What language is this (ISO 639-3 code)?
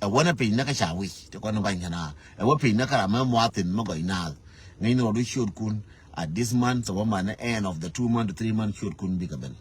nus